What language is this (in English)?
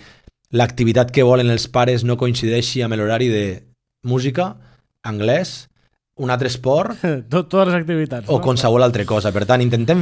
Catalan